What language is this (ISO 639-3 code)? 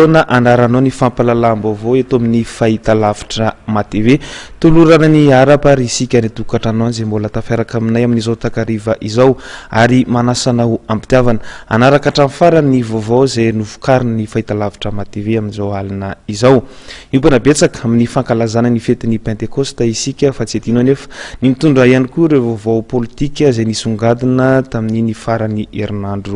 mlg